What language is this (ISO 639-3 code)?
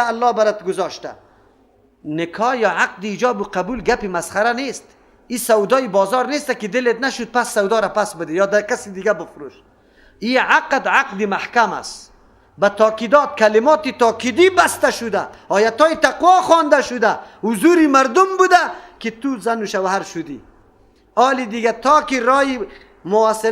fas